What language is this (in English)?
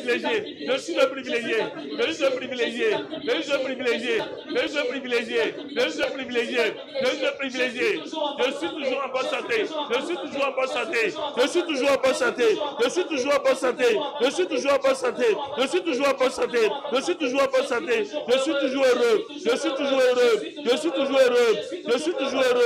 French